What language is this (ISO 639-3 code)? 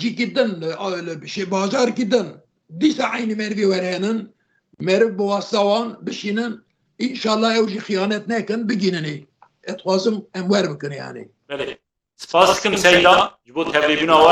kur